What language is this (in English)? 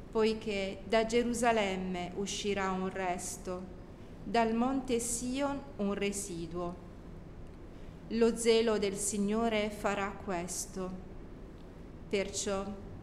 Italian